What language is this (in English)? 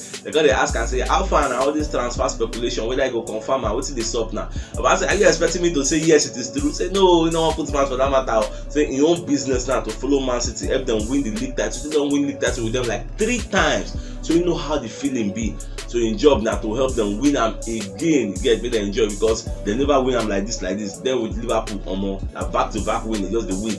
Nigerian Pidgin